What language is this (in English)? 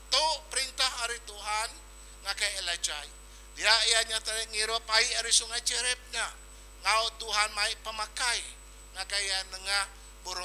Iban